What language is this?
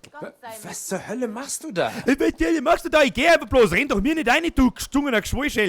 Bavarian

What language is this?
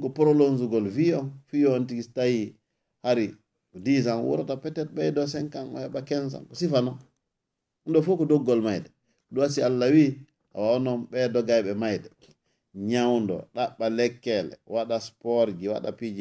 Fula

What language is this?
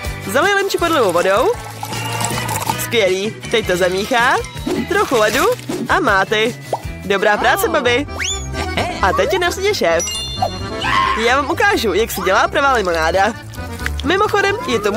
Czech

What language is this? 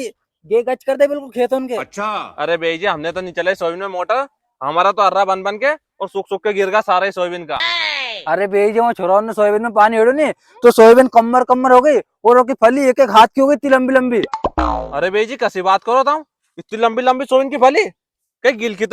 Rajasthani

